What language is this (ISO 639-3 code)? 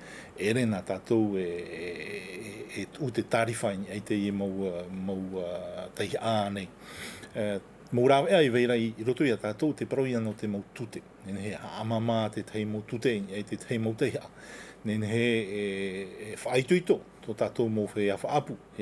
tah